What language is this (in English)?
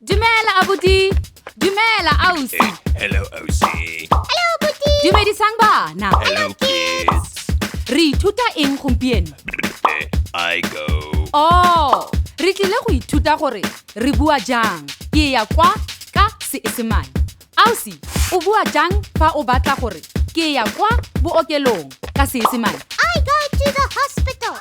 Tswana